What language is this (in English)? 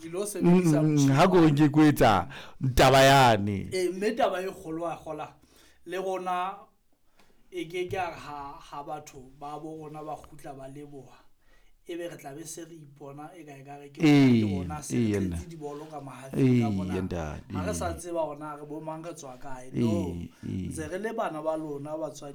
Southern Sotho